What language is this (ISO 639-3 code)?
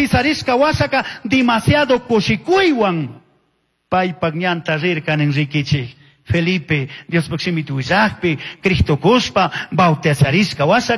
qug